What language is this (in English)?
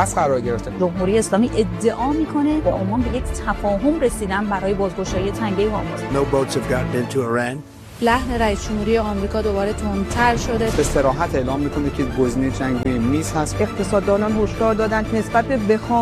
Persian